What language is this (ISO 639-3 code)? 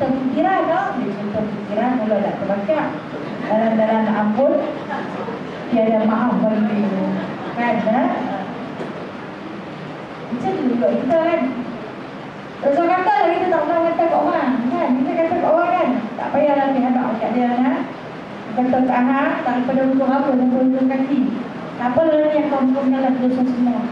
msa